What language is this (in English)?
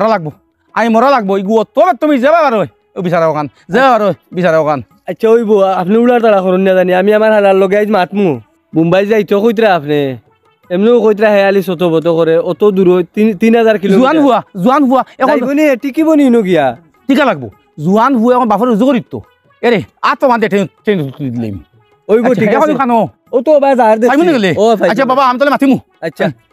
Sylheti